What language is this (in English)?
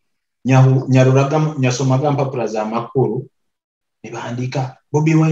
Nyoro